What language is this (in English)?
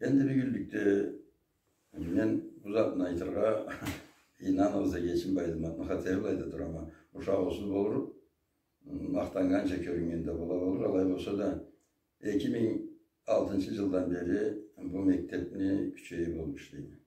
Karachay-Balkar